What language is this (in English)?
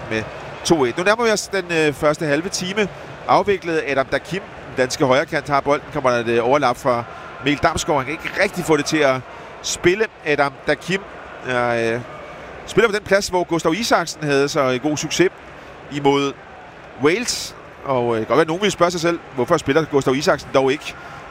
Danish